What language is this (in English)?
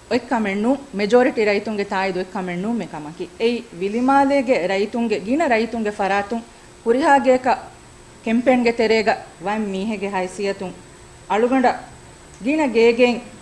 Divehi